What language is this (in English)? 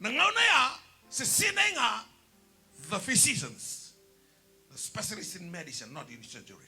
Fijian